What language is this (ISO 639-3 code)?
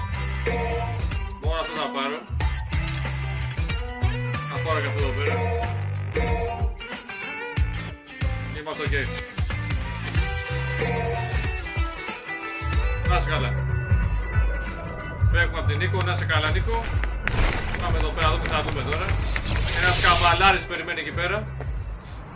ell